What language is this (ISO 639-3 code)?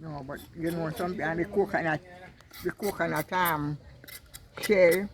jam